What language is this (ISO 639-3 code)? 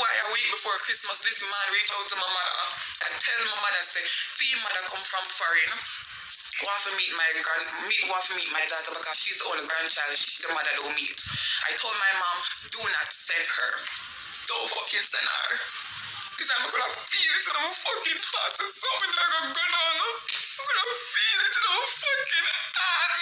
jam